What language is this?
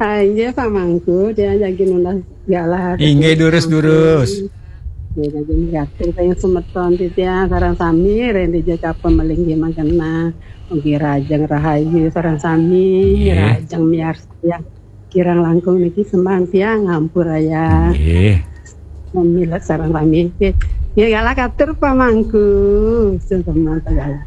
Balinese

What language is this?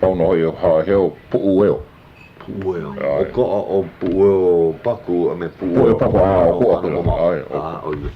Hawaiian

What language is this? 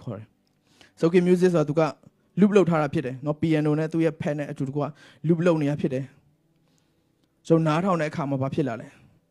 Burmese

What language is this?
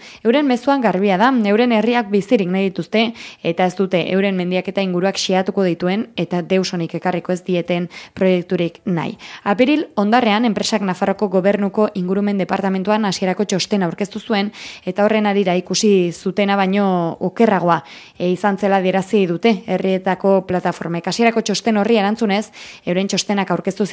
Basque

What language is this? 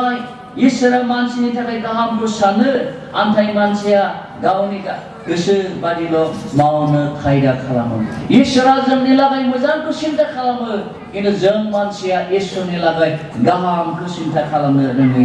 Bodo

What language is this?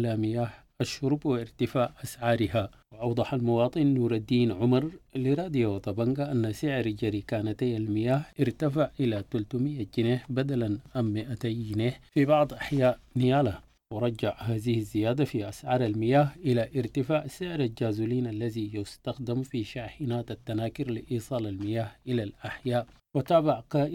Arabic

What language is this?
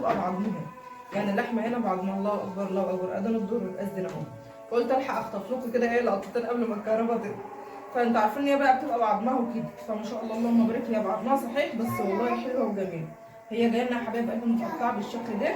Egyptian Arabic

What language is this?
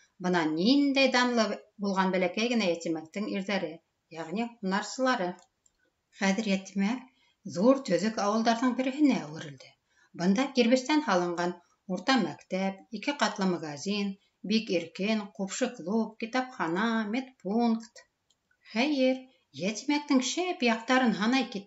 Bashkir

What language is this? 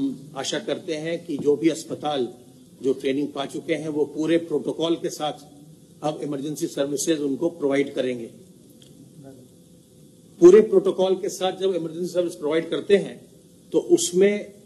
Hindi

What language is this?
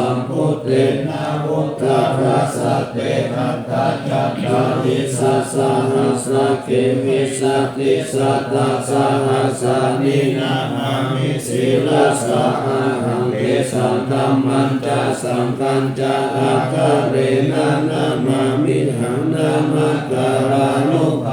Pali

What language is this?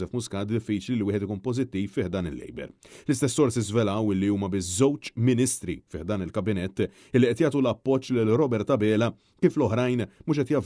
Maltese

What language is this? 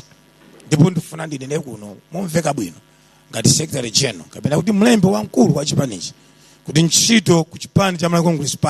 Nyanja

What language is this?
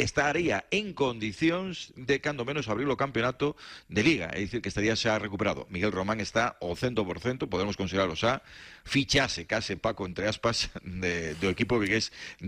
Galician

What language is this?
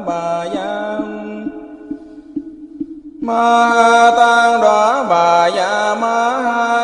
Vietnamese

